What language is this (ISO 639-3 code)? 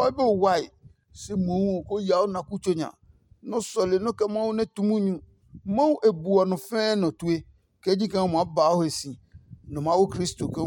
ada